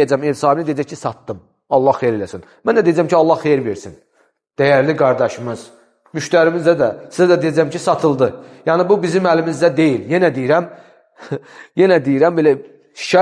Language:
Azerbaijani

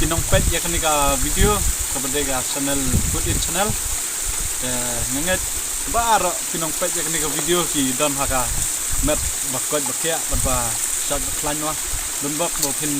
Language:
Khasi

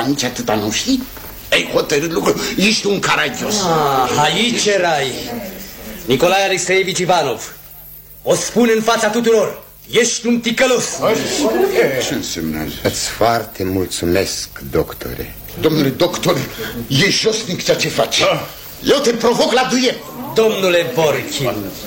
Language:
Romanian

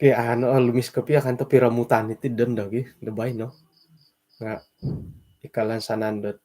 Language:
Central Dusun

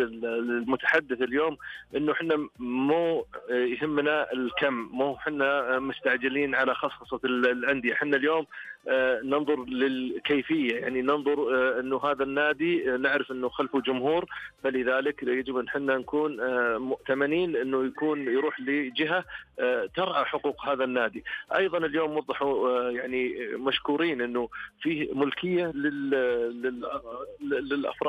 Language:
Najdi Arabic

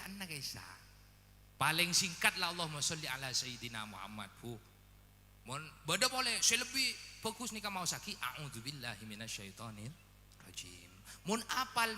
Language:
Madurese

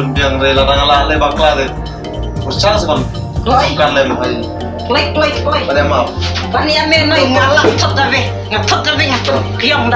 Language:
Khasi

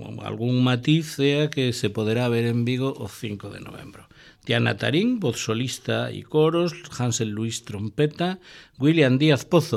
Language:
Galician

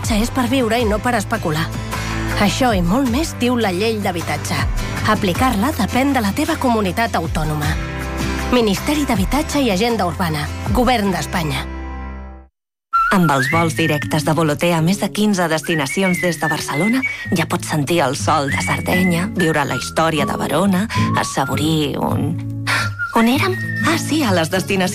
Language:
Catalan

